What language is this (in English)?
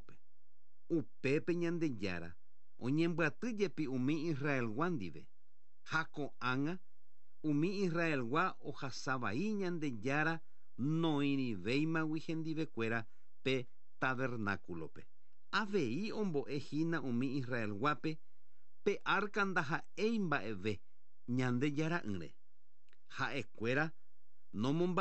Guarani